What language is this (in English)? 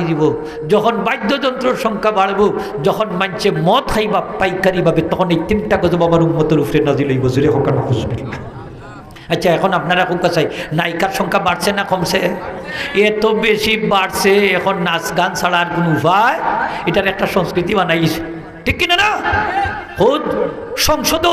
Sylheti